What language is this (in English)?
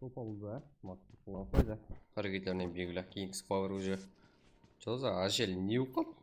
Kara-Kalpak